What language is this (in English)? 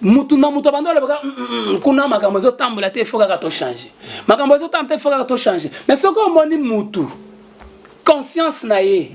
Lingala